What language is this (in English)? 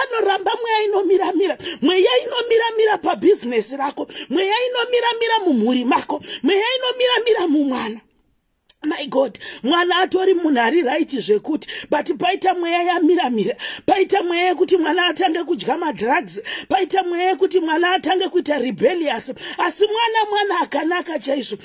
Shona